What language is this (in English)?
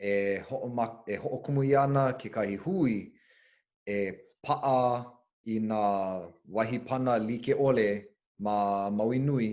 Hawaiian